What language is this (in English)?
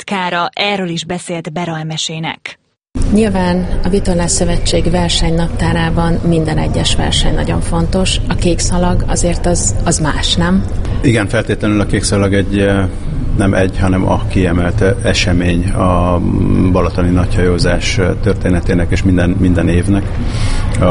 Hungarian